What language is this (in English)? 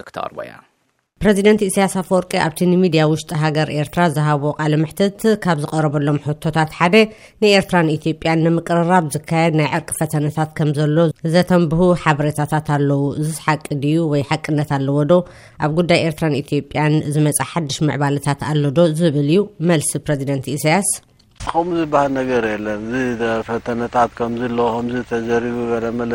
Tigrinya